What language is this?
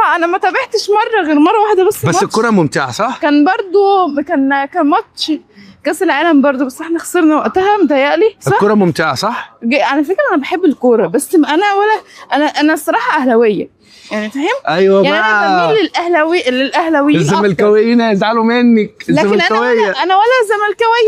Egyptian Arabic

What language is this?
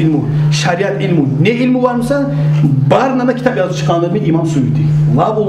Kumyk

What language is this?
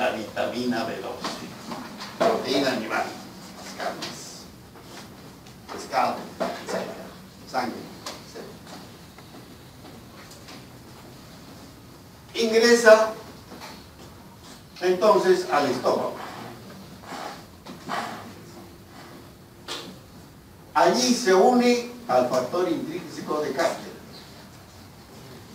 Spanish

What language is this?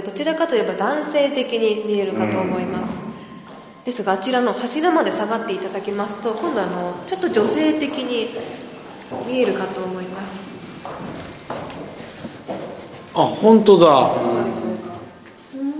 Japanese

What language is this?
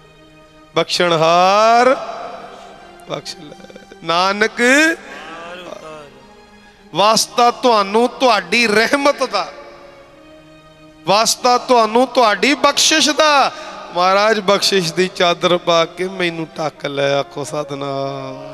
Punjabi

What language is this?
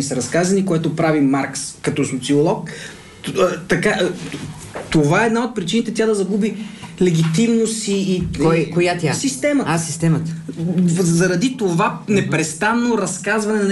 Bulgarian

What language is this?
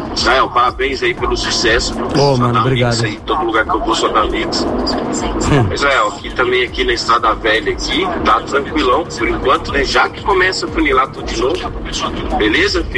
Portuguese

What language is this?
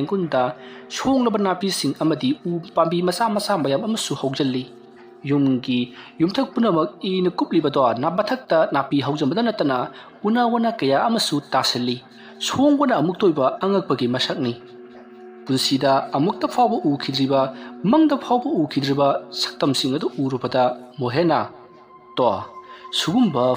Manipuri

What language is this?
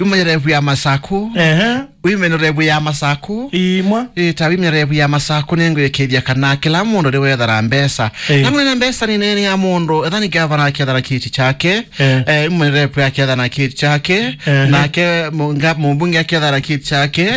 Kamba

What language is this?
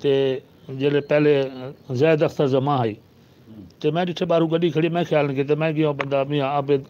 Saraiki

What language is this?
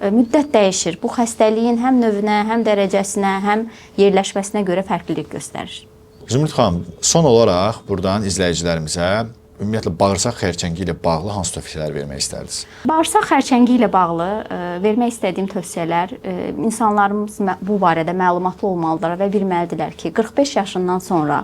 Azerbaijani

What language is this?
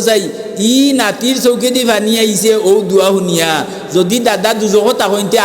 Sylheti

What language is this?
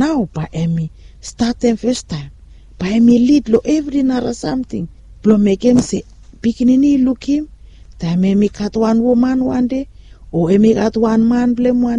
Bislama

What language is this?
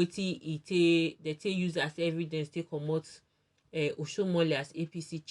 Nigerian Pidgin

